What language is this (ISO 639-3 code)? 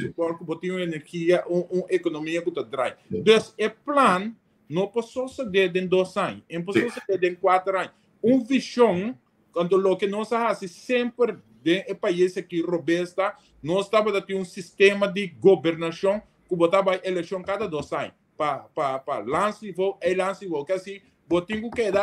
pap